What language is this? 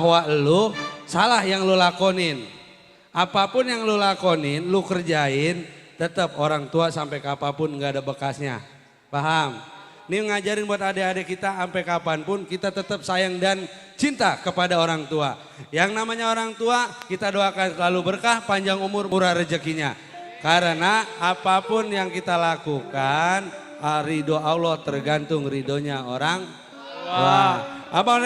Betawi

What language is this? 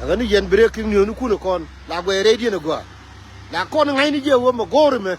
Nuer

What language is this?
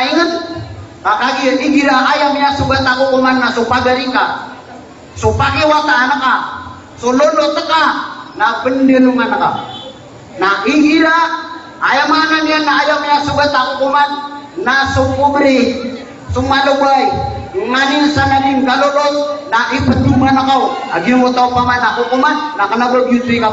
Maranao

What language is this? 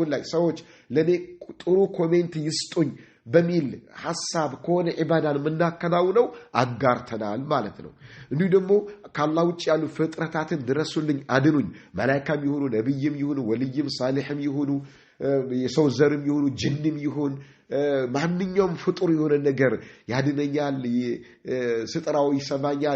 Amharic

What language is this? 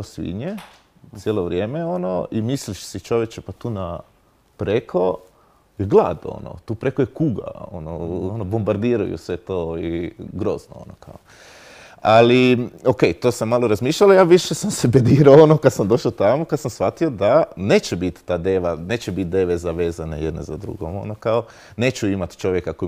Croatian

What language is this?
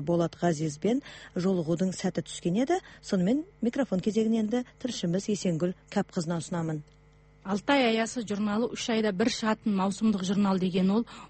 Kazakh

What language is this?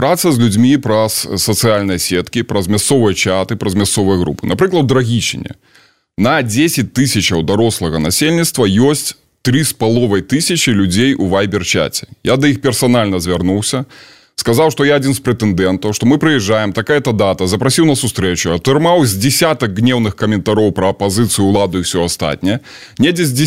Belarusian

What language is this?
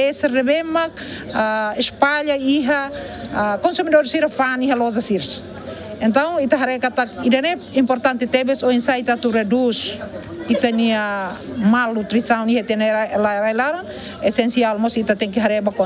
Tetum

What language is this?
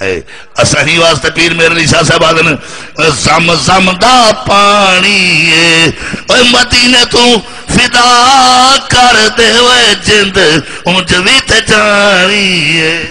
Saraiki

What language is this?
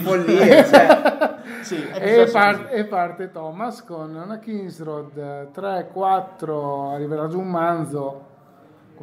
Italian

